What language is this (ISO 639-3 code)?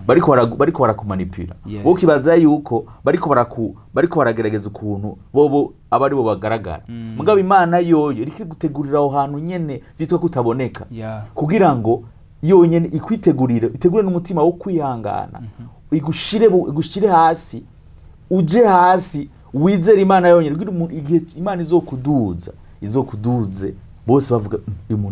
run